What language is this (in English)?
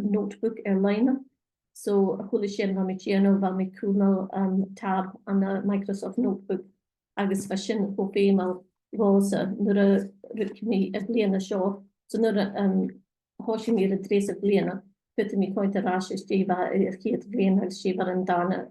Scottish Gaelic